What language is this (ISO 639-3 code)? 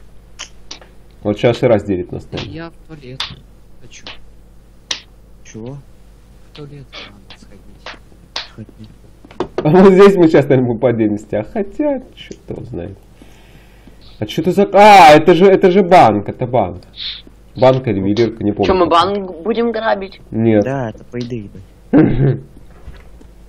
rus